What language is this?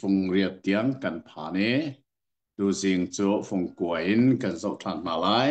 Hakha Chin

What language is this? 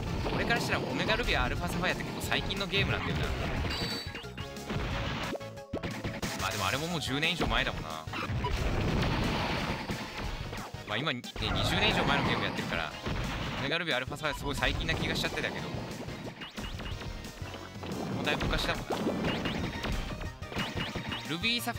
Japanese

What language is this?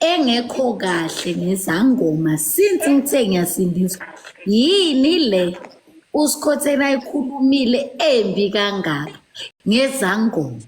Zulu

